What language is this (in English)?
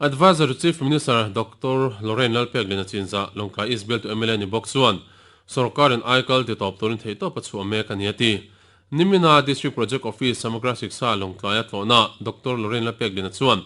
Mizo